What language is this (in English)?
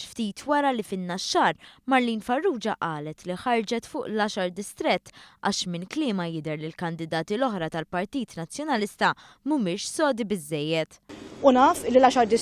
Maltese